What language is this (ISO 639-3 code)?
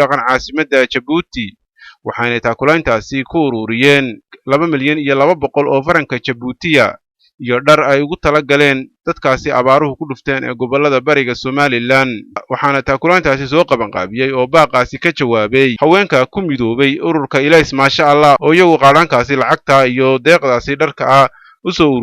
som